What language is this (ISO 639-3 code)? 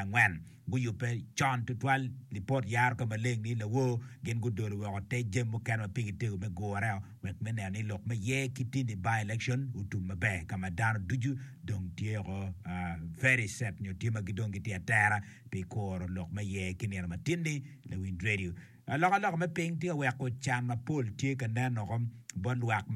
ach